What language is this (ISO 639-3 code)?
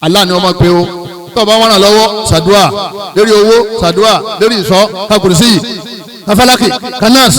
yor